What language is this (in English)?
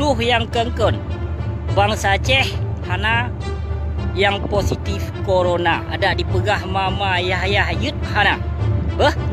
Achinese